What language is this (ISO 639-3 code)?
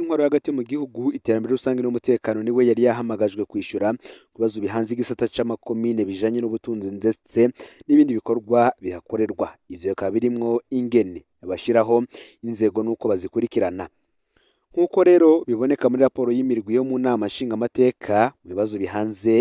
run